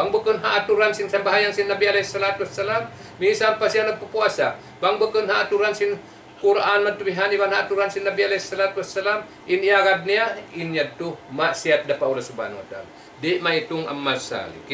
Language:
Tausug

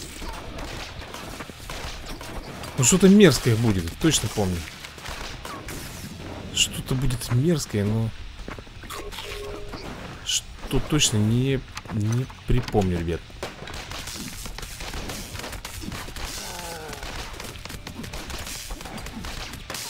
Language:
Russian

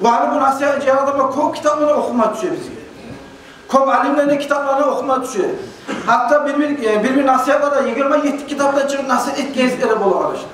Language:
Kumyk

